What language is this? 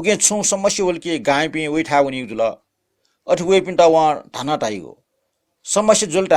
Newari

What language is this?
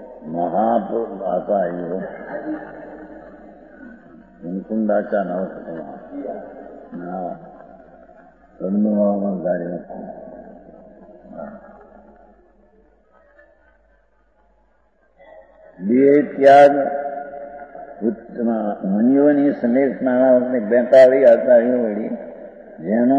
Gujarati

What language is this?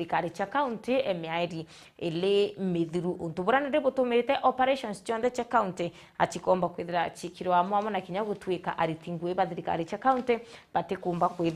Meru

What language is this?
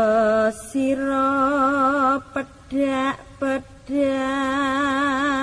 Javanese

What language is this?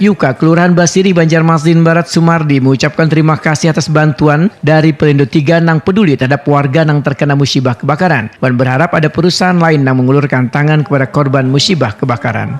Banjar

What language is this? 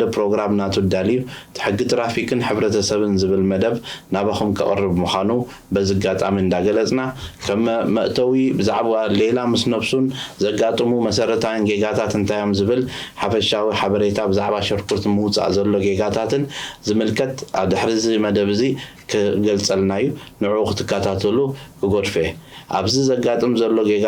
Tigrinya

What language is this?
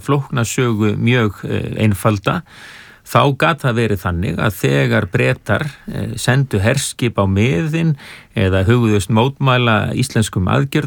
Icelandic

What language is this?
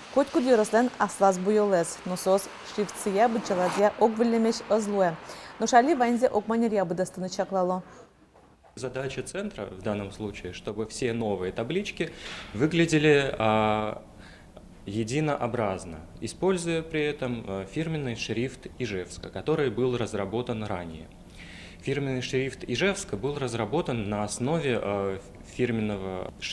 Udmurt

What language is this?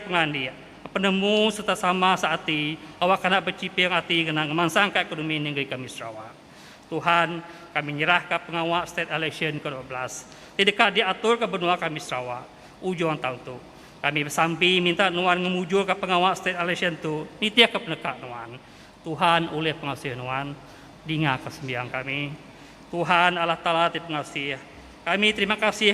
Iban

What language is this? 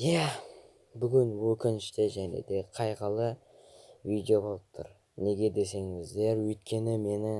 Kazakh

